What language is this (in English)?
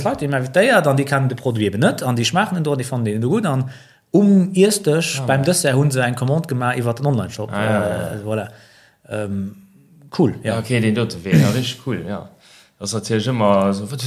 Luxembourgish